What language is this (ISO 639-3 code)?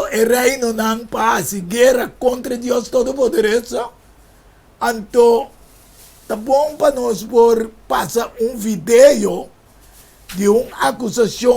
pap